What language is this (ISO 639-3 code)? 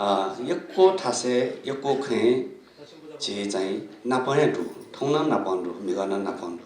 new